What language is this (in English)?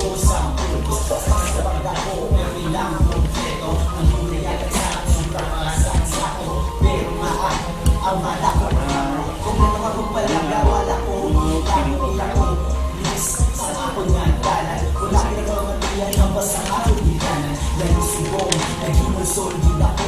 Hiligaynon